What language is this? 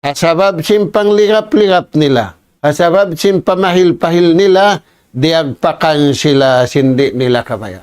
Tausug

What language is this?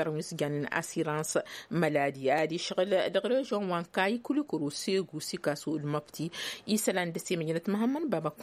Tamasheq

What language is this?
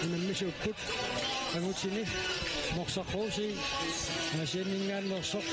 Kalaallisut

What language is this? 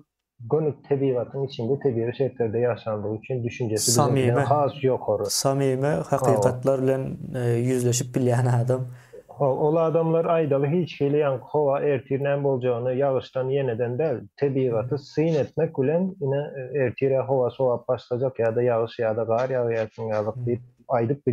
Turkmen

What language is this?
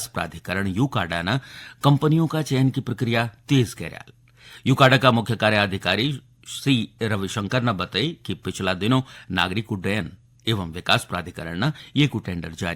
Garhwali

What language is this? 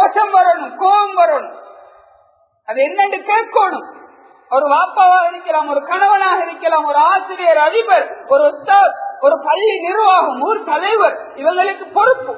Tamil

